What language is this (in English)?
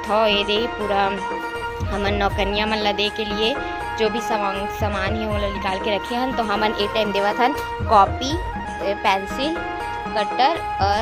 Chhattisgarhi